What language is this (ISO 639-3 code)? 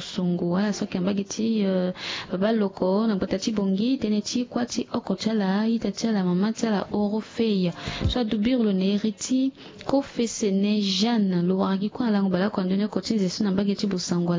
sag